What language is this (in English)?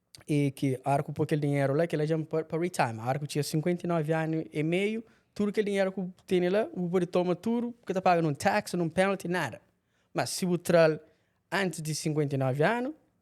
Kabuverdianu